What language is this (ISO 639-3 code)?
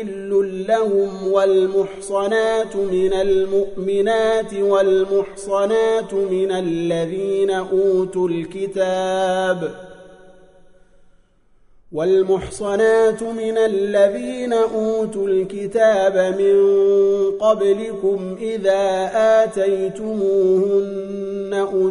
ara